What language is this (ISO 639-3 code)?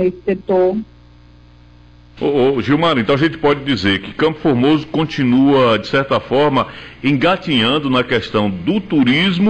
por